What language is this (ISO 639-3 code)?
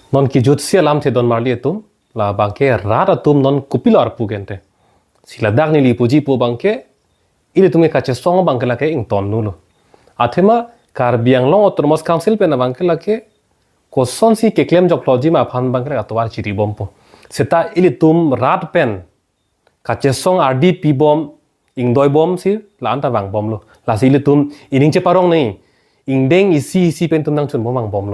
mjw